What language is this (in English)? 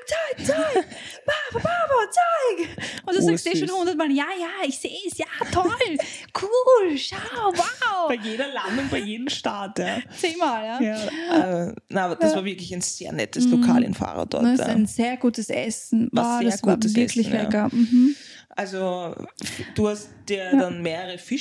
German